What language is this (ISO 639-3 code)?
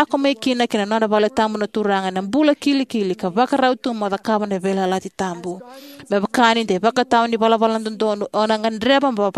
fij